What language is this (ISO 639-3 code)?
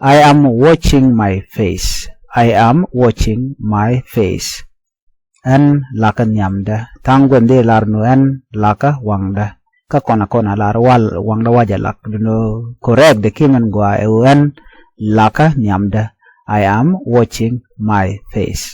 nus